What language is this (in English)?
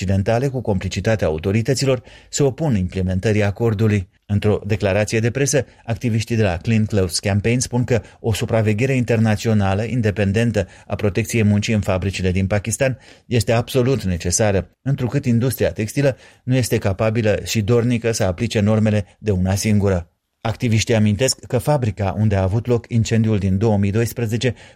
Romanian